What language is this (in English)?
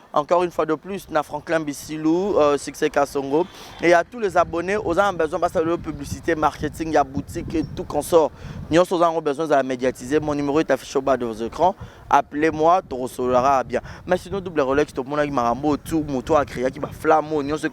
Lingala